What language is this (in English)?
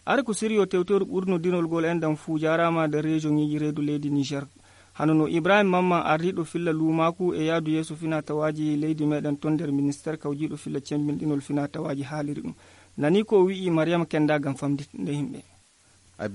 Nigerian Fulfulde